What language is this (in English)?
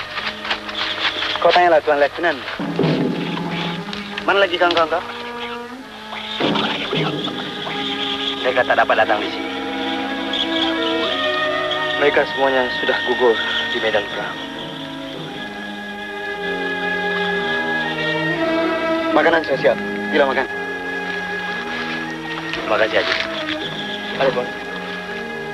Malay